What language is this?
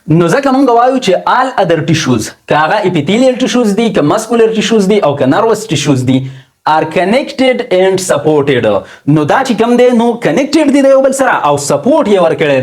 Pashto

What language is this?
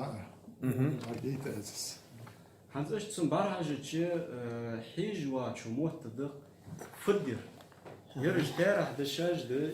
Ingush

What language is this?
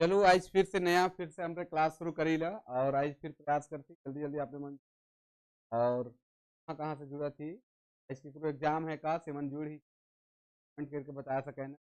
Sadri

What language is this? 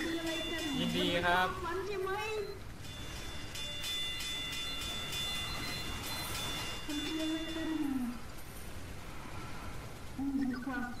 Thai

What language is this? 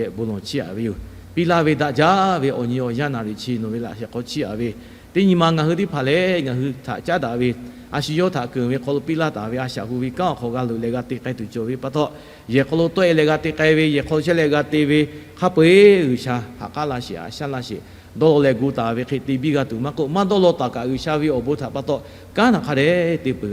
Lahu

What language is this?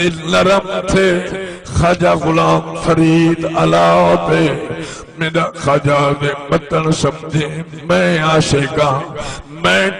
Saraiki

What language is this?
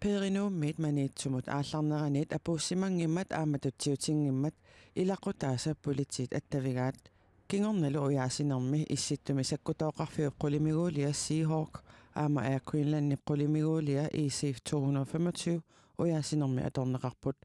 Kalaallisut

